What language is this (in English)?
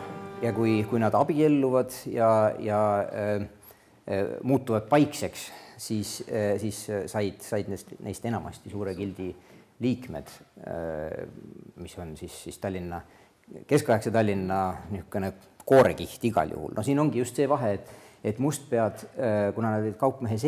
Estonian